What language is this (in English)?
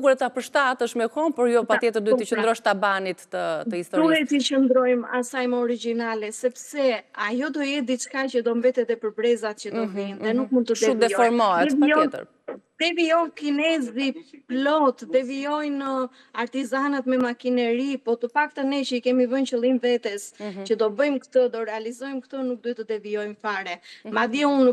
Albanian